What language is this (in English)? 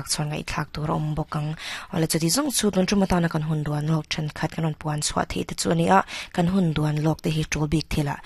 Mizo